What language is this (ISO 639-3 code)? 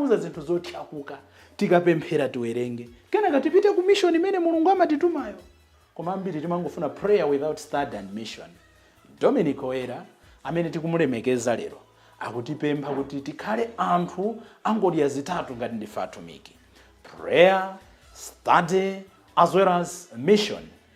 nya